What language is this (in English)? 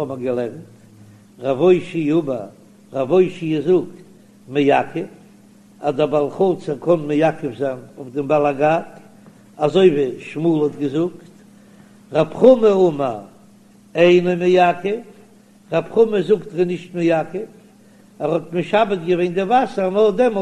Yiddish